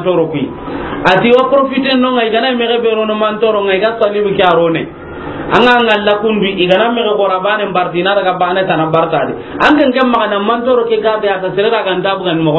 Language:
Soninke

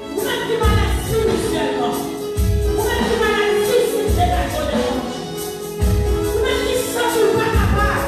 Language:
Haitian Creole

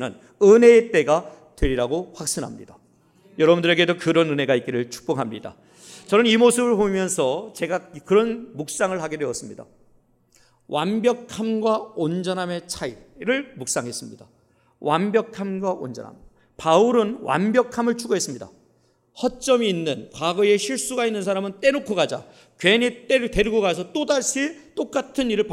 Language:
Korean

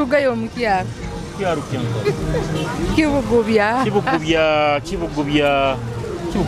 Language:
Nyoro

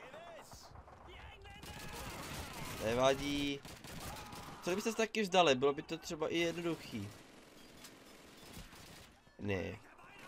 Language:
Czech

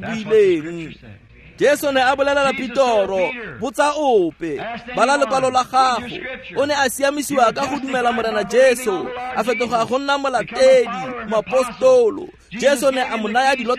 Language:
Tswana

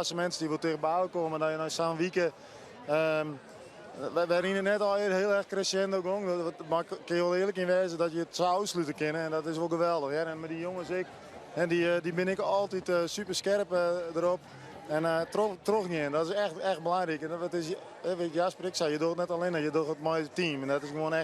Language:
Western Frisian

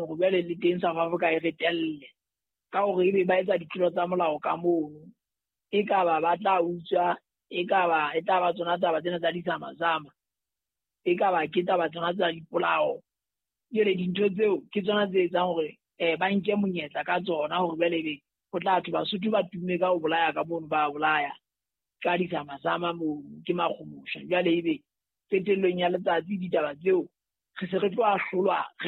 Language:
Southern Sotho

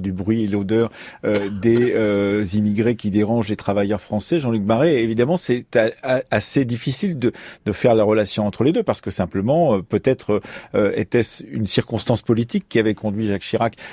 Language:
French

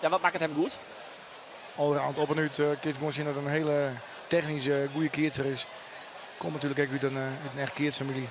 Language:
Western Frisian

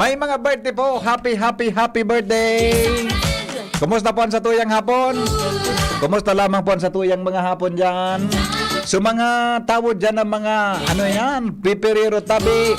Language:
Bikol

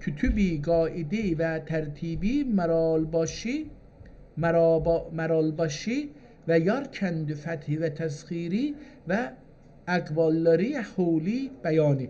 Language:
South Azerbaijani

